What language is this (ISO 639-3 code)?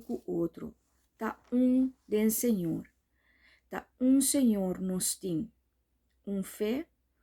pap